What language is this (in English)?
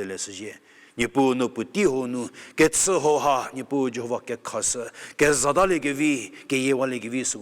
Angami Naga